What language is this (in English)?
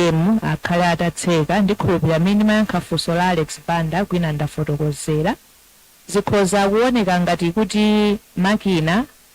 Nyanja